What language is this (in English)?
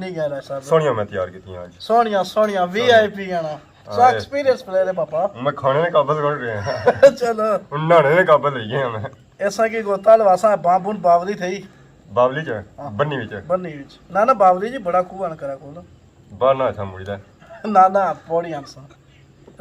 Pahari-Potwari